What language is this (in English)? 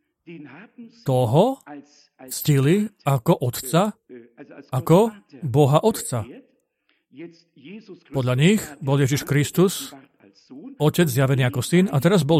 Slovak